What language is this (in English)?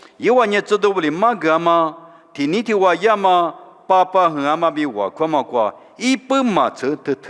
Lisu